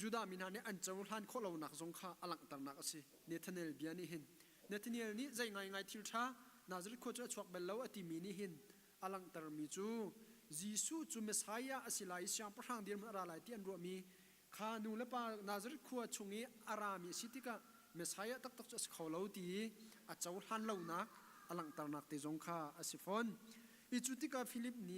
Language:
Hakha Chin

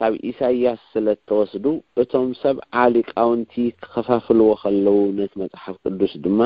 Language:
Tigrinya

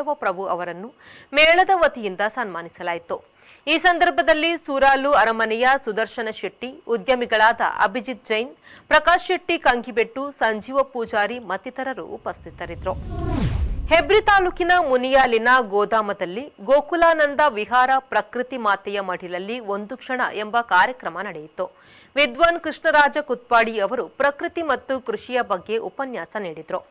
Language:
Kannada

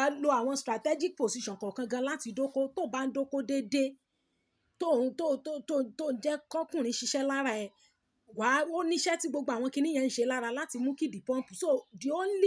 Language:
Yoruba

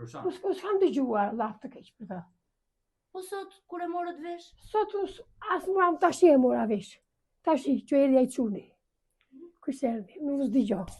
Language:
Albanian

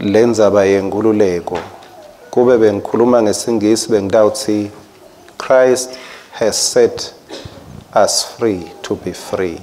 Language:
Swati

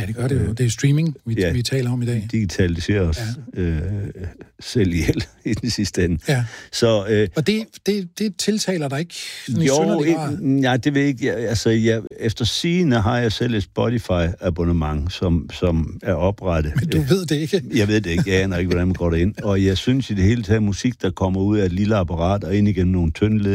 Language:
Danish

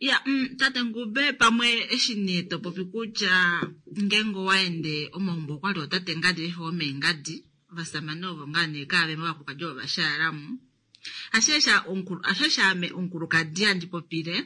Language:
Kuanyama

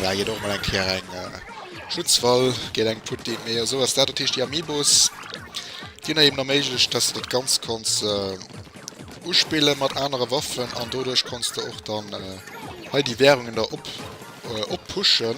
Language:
Luxembourgish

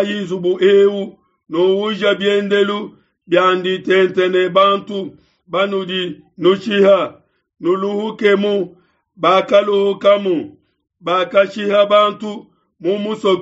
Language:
Luba-Lulua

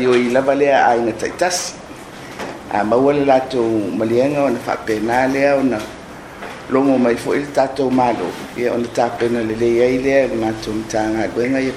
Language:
Samoan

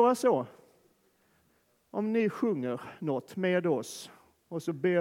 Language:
Swedish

